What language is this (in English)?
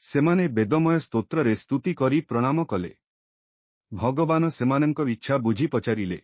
Odia